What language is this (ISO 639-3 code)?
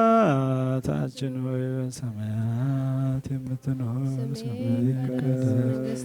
amh